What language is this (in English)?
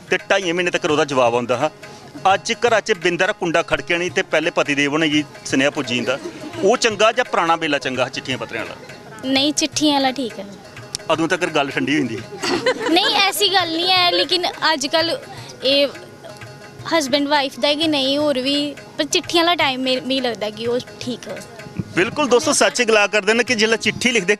Dogri